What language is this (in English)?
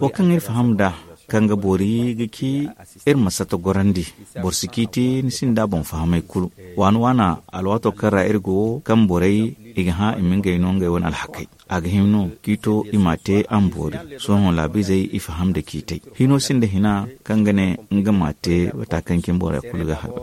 Zarma